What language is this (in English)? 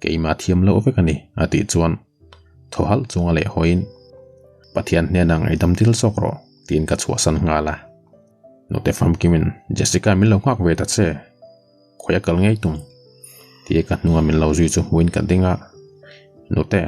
Mizo